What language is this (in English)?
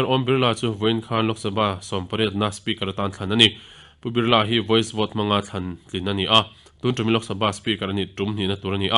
Mizo